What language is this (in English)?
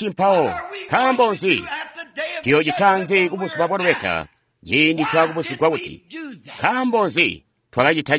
Tonga (Zambia)